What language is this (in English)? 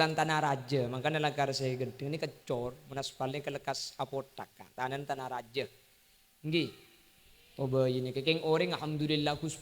Madurese